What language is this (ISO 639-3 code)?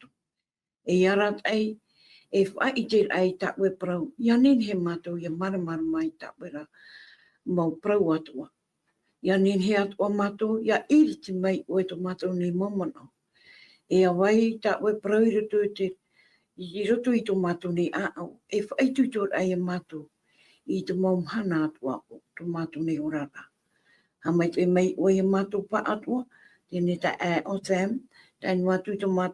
tah